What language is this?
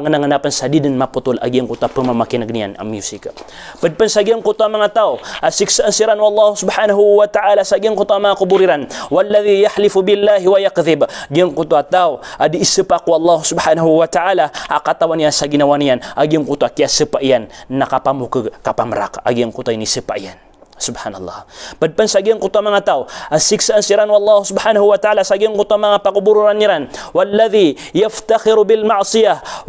Maranao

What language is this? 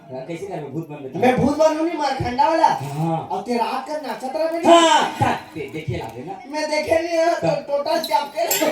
Chhattisgarhi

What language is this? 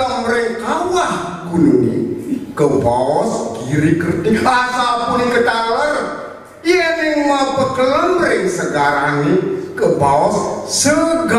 Balinese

